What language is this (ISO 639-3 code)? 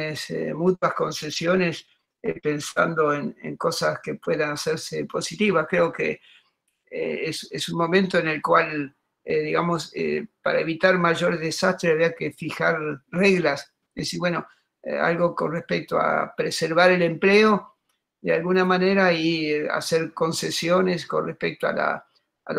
spa